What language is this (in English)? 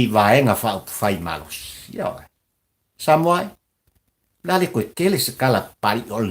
Samoan